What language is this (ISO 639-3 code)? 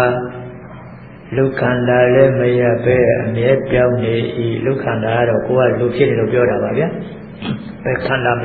mya